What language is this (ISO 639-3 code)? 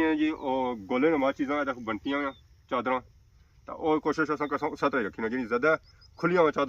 phr